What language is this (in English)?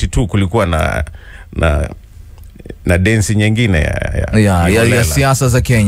Swahili